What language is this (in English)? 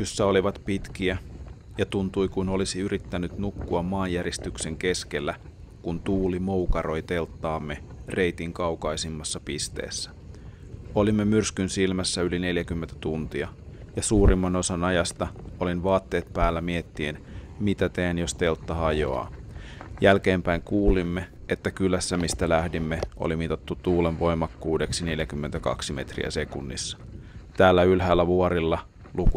Finnish